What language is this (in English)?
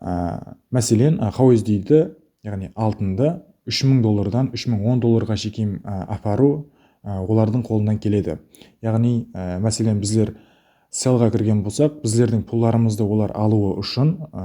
Kara-Kalpak